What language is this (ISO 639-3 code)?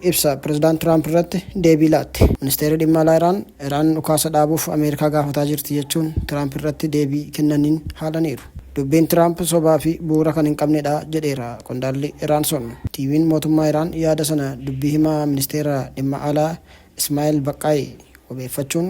orm